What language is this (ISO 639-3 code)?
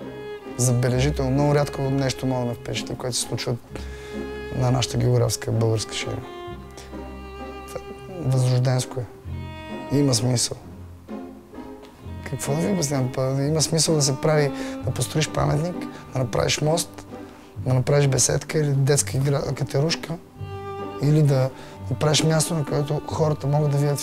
bul